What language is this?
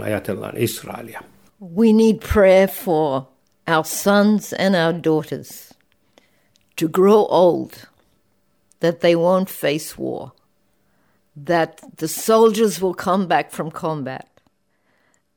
Finnish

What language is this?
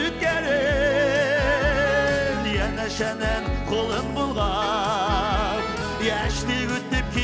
Bashkir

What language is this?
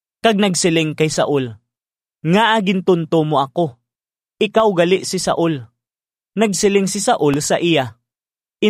Hiligaynon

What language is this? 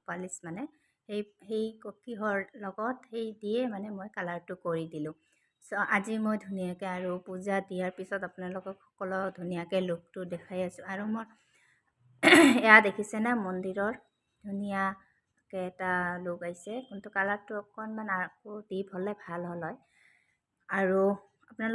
Assamese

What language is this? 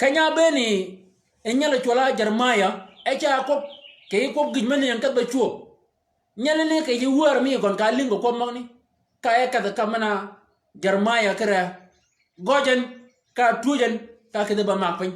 Shilluk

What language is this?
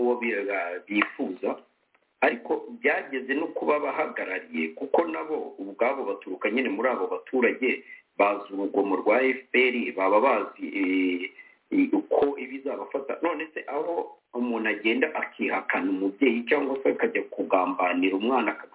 Kinyarwanda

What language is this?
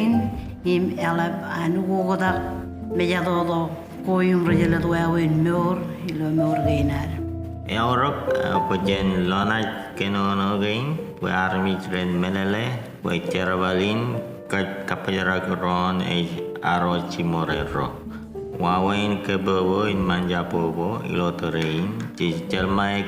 Marshallese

